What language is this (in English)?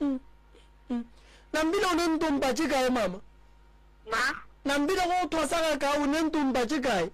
Northern Sotho